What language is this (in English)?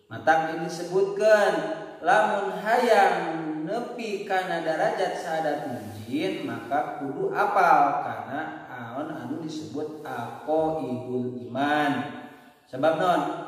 Sundanese